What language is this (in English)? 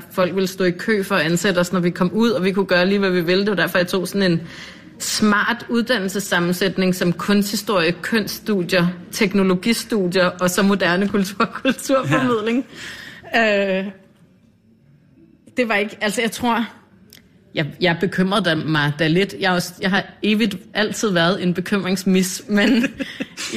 Danish